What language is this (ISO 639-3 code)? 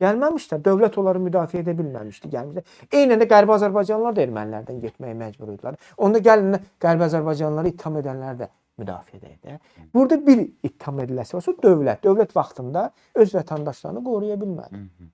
aze